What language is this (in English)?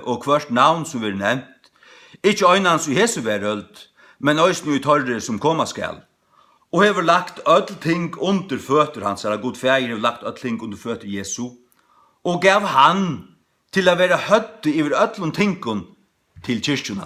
Faroese